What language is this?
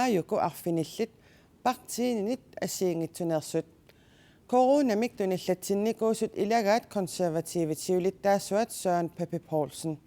Kalaallisut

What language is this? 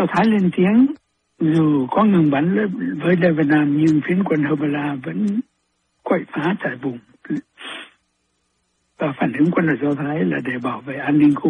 Vietnamese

